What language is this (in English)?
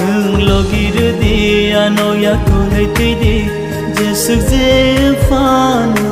Kok Borok